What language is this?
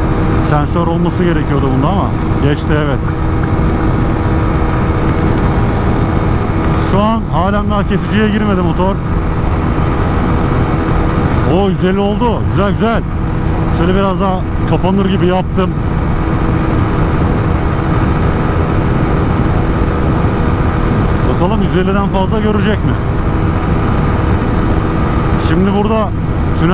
Turkish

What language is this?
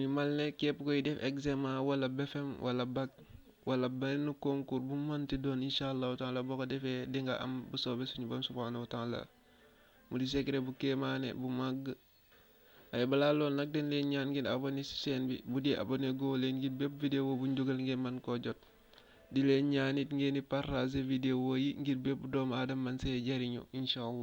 Wolof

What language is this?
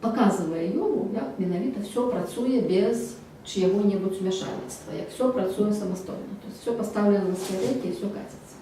Belarusian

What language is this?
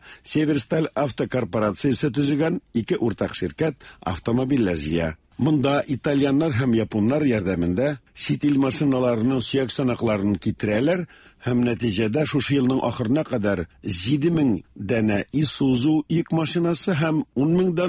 Tatar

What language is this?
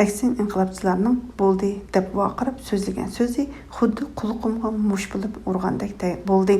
Uyghur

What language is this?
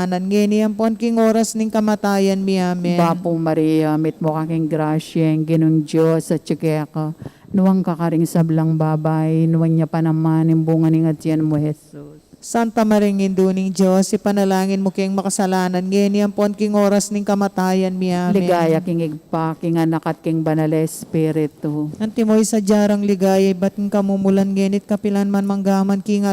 Pampanga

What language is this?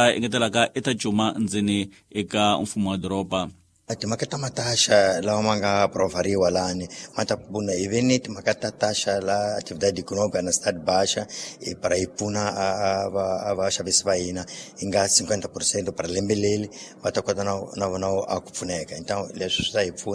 Tsonga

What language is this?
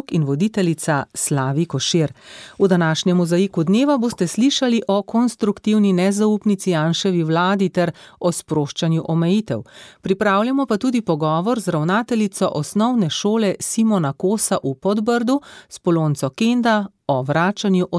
Slovenian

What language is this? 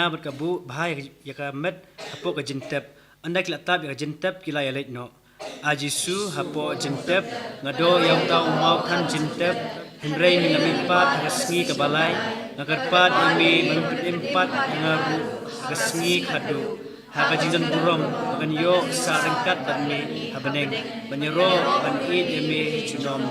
Khasi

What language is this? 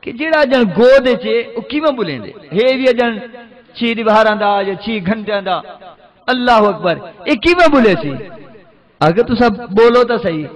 Saraiki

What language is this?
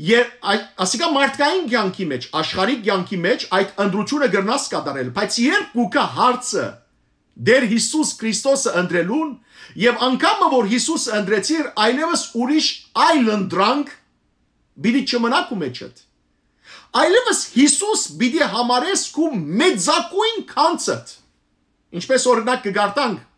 Western Armenian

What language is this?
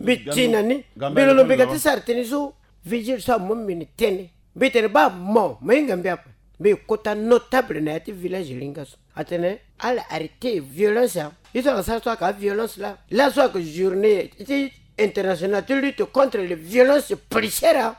Sango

